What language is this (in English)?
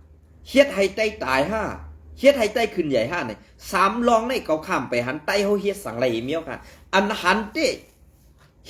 Shan